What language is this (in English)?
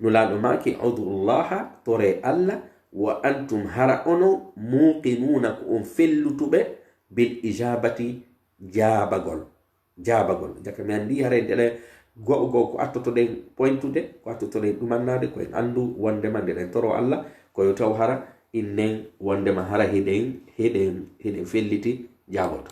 Pular